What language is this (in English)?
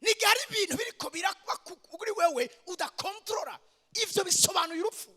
Rundi